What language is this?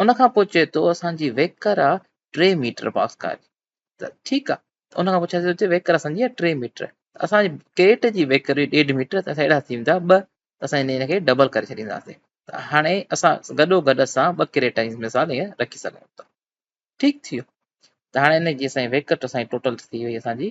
Sindhi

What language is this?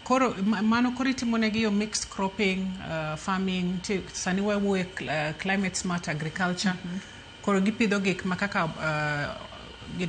Luo (Kenya and Tanzania)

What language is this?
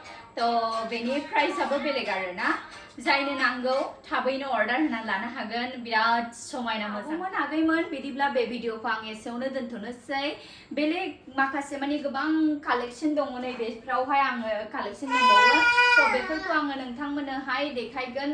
Bodo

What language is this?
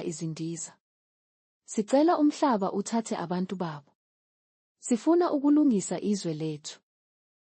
Zulu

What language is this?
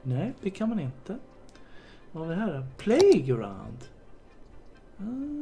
Swedish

